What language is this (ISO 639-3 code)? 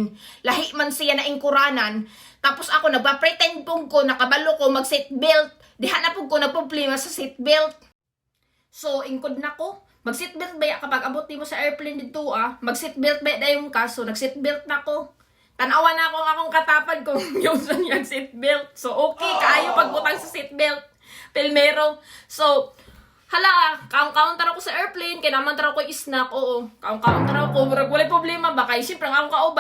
ceb